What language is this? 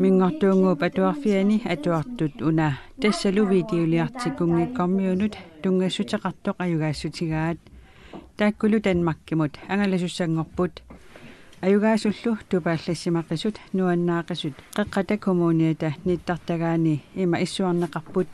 Kalaallisut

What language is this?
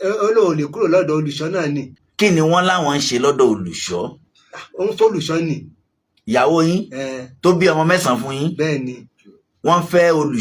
Yoruba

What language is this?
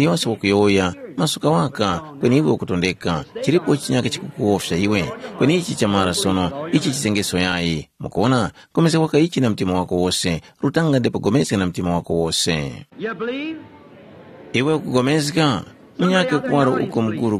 Tumbuka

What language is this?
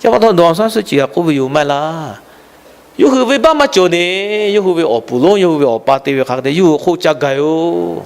Lahu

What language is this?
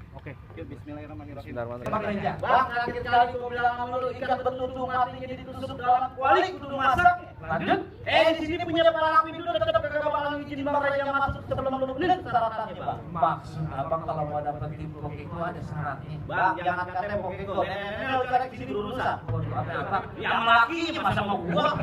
Betawi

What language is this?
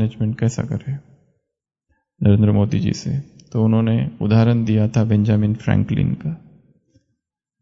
Hindi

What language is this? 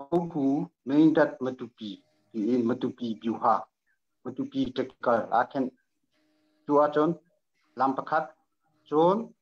Hakha Chin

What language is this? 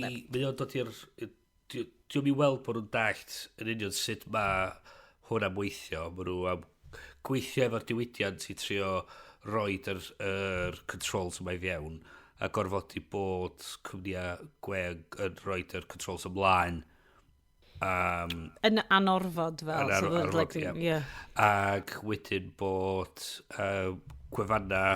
Welsh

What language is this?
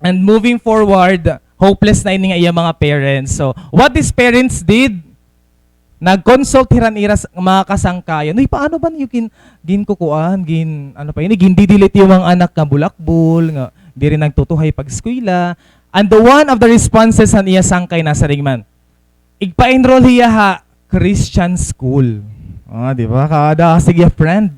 Waray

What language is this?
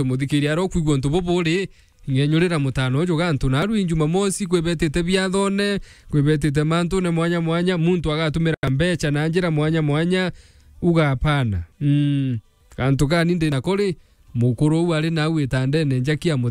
Meru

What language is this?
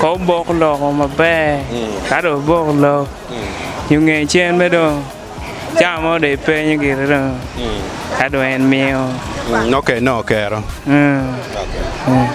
Acoli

